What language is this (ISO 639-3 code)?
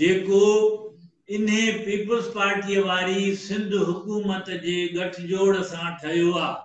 snd